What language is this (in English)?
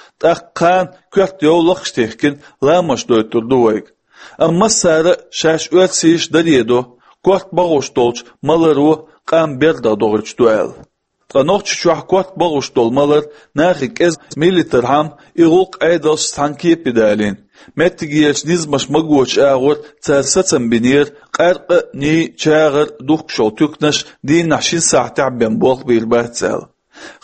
Chechen